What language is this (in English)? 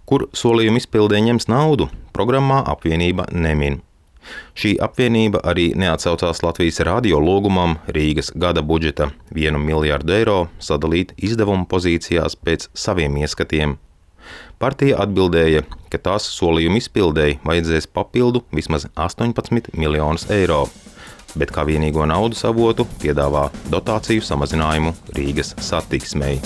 Latvian